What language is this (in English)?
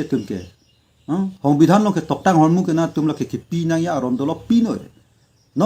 Karbi